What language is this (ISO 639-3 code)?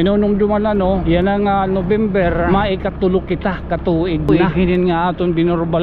war